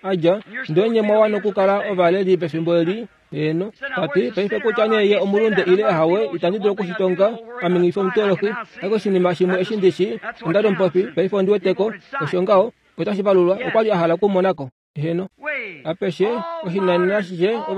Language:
Kuanyama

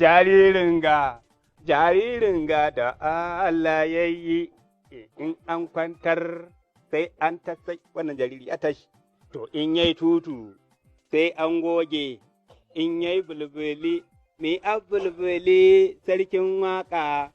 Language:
Hausa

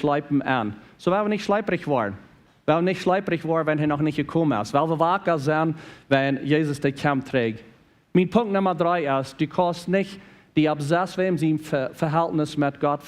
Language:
Plautdietsch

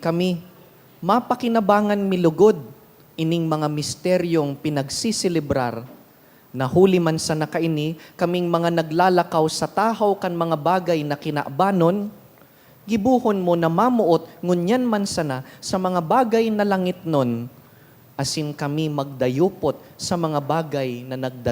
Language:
Bikol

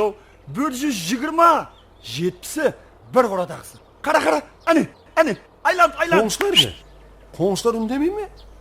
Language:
Kara-Kalpak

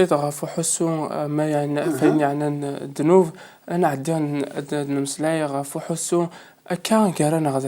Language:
Kabyle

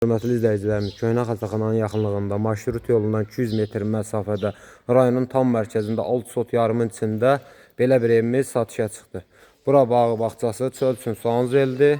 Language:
Azerbaijani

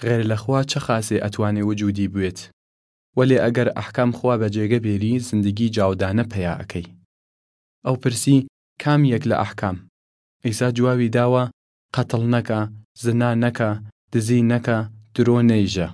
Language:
Southern Kurdish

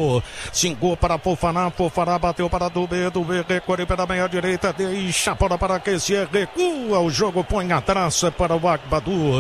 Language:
Portuguese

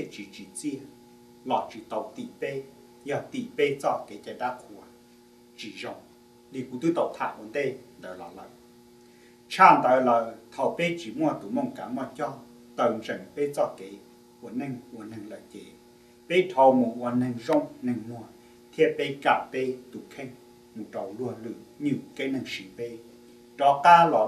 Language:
Hmong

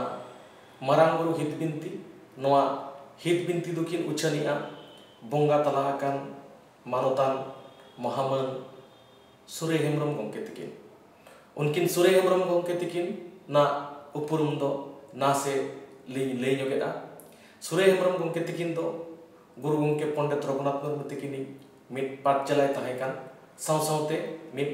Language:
Santali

